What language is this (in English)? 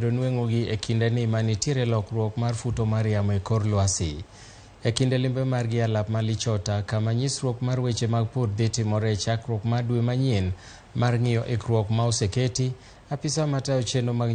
Luo (Kenya and Tanzania)